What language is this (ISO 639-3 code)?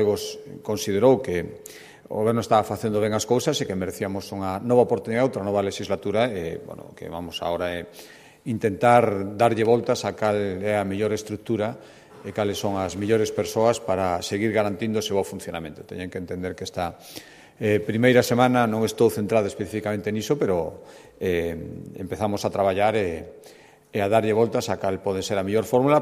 glg